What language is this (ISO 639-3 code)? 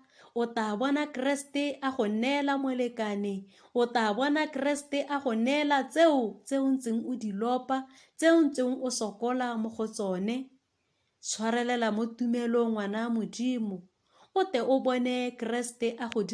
tsn